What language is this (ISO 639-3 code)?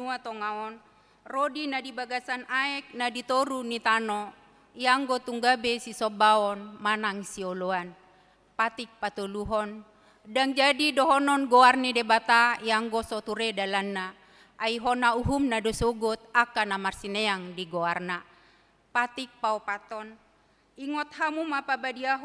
bbc